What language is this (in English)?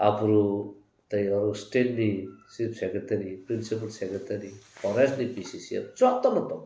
Kok Borok